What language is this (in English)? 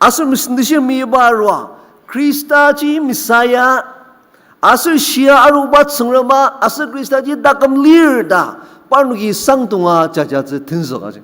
Ao Naga